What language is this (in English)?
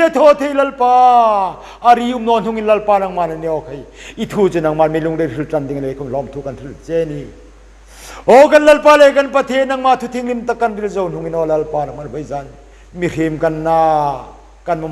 Hmar